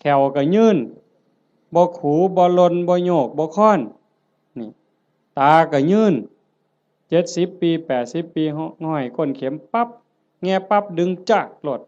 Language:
Northeastern Thai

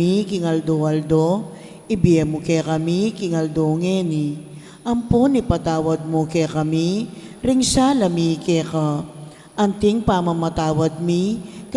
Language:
Pampanga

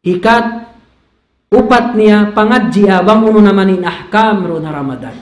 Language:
Tausug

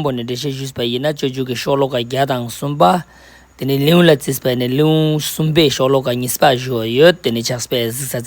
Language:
Ladakhi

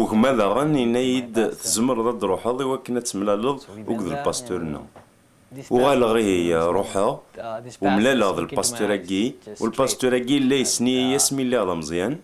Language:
Kabyle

